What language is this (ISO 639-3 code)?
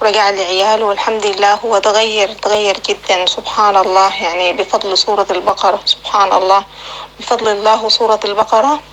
apc